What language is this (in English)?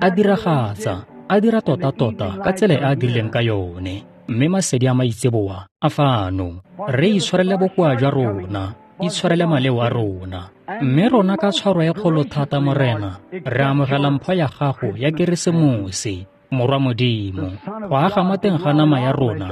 Tswana